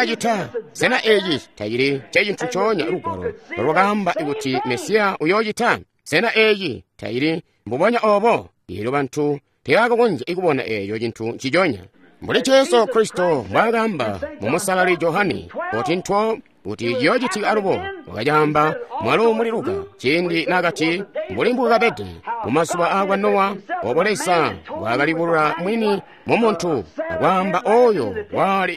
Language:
Tonga (Zambia)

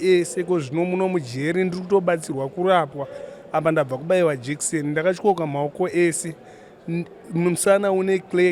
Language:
Shona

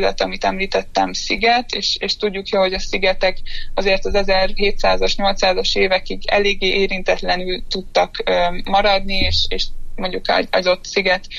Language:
Hungarian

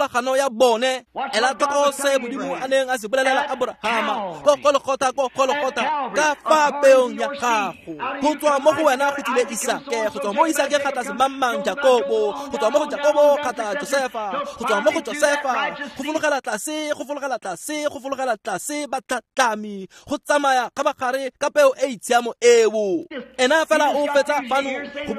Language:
Tswana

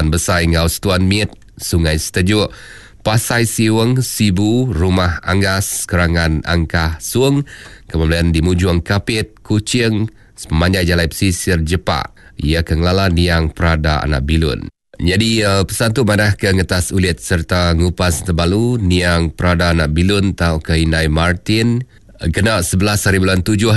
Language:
Iban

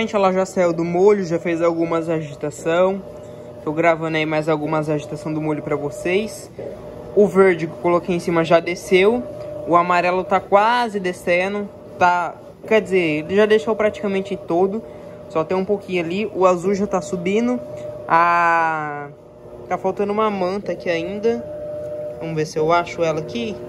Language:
Portuguese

